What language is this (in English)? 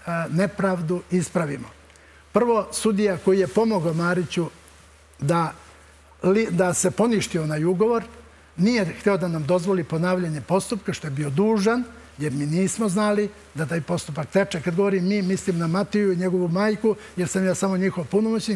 Serbian